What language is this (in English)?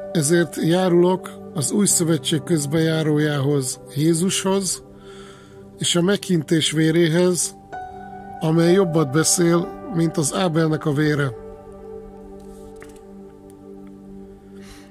Hungarian